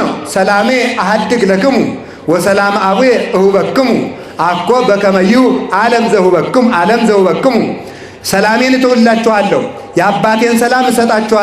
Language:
Amharic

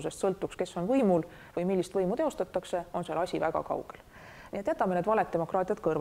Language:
Estonian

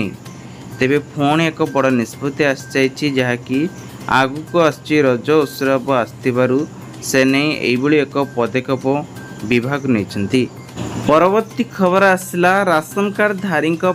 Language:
Odia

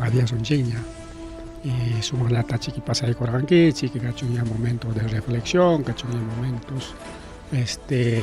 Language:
Ayacucho Quechua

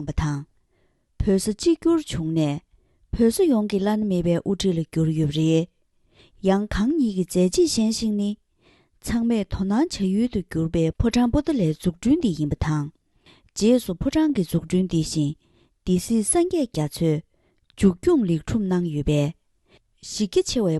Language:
Tibetan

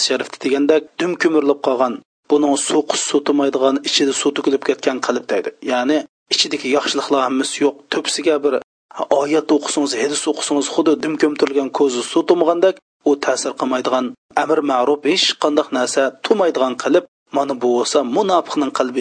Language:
Uyghur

